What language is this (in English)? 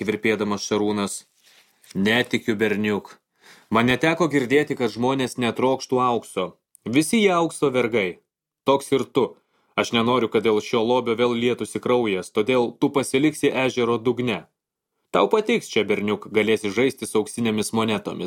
Lithuanian